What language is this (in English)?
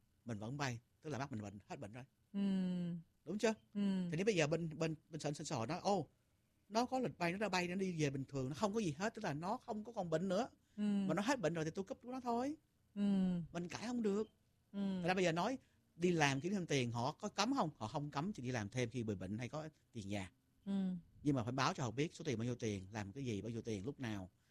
Vietnamese